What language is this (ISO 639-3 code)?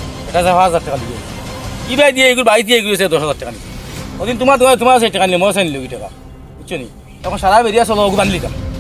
syl